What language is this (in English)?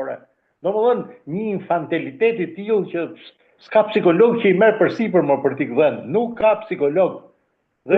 Albanian